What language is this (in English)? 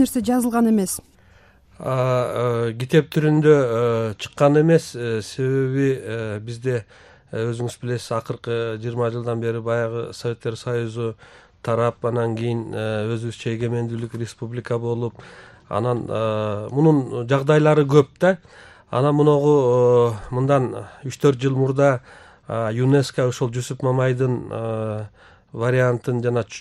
Kyrgyz